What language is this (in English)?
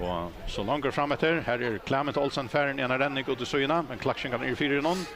Faroese